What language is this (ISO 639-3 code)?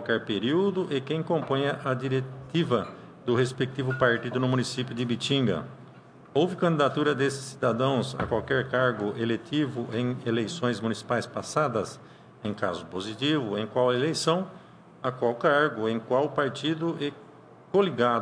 por